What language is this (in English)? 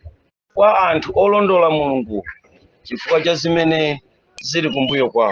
Nyanja